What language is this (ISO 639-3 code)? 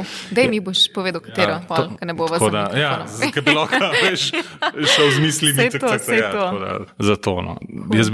slv